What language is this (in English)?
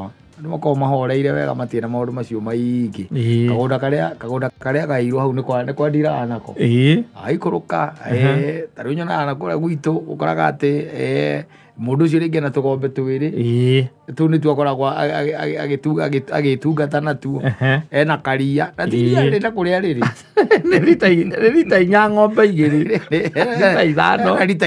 Kikuyu